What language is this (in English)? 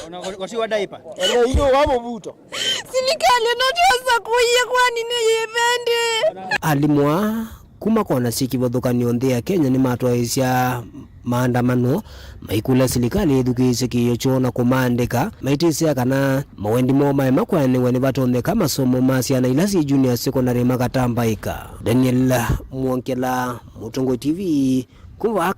Kamba